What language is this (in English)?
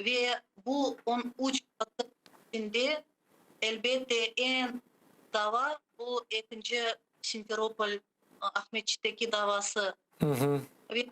Crimean Tatar